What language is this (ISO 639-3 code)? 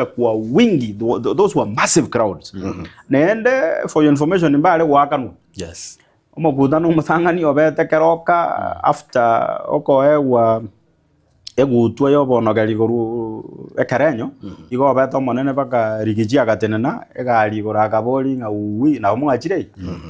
guz